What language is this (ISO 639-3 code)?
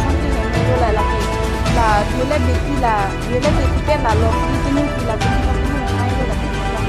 mjw